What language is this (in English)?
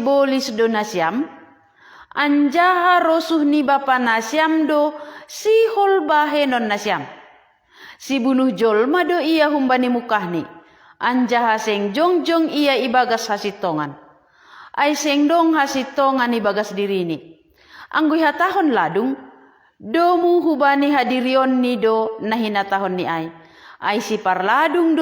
Batak Simalungun